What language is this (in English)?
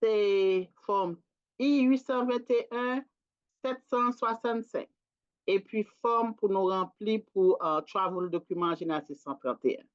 Haitian Creole